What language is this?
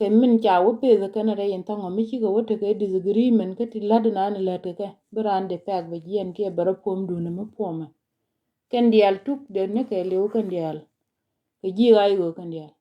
Nuer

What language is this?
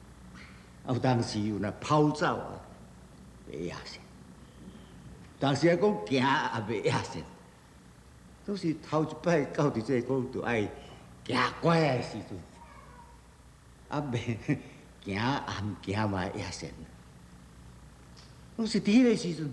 Min Nan Chinese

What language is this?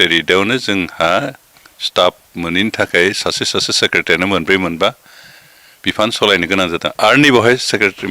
Bodo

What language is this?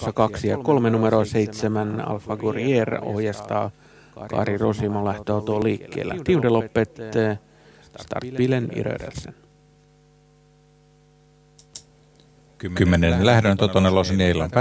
Finnish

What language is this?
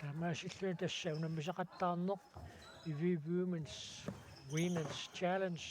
Kalaallisut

